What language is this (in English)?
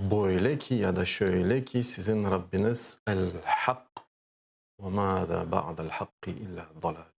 Crimean Tatar